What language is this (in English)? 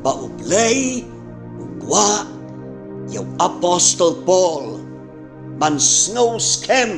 Khasi